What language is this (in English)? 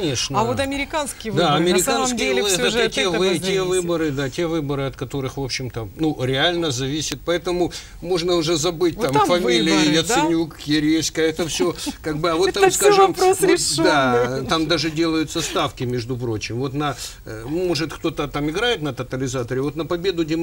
Russian